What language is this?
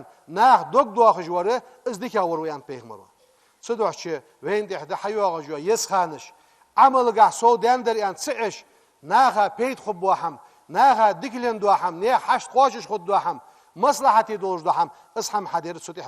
Ingush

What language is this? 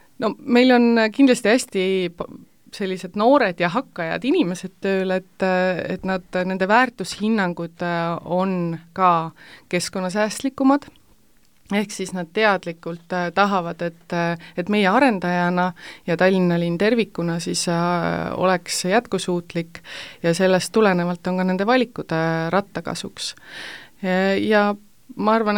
Estonian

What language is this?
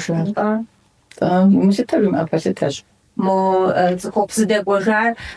Kabardian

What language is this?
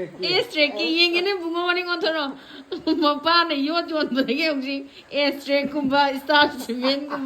Manipuri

